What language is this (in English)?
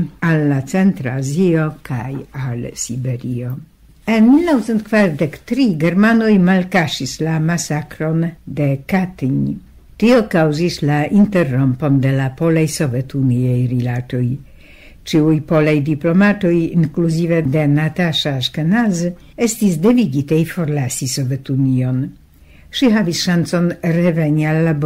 Esperanto